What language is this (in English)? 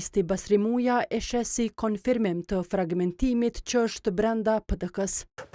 Albanian